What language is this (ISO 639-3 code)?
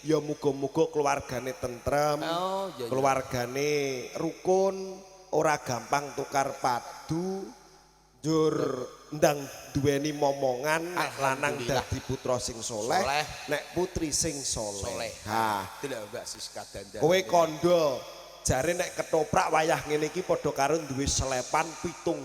jav